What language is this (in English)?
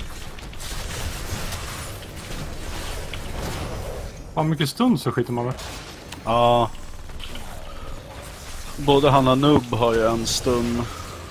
Swedish